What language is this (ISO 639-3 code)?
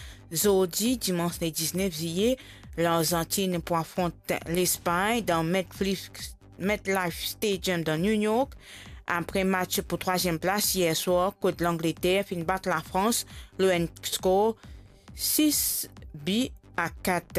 mfe